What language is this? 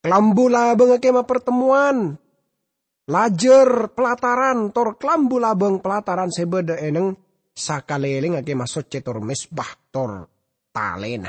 Madurese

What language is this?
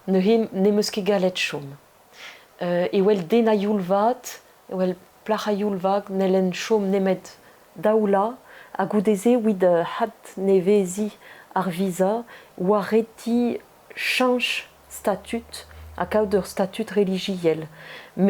Breton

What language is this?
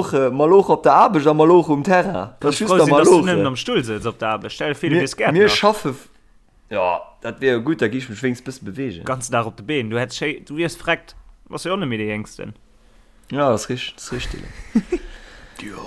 Luxembourgish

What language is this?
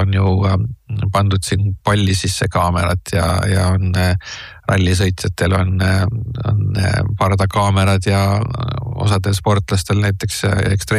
Estonian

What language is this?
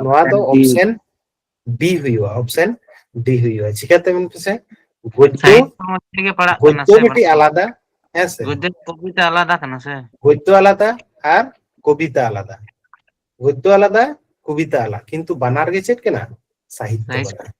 Santali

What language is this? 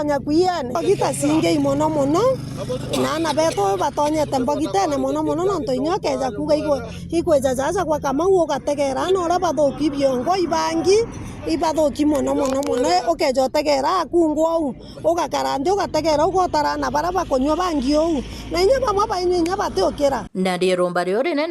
Meru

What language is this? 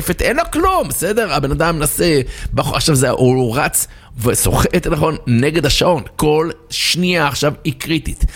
Hebrew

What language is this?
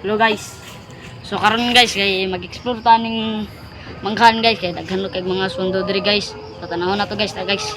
Cebuano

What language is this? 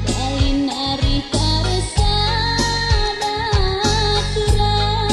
Batak Karo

